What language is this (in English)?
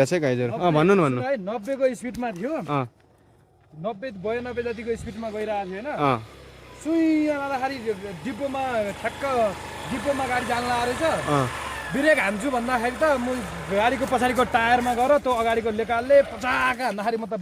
Nepali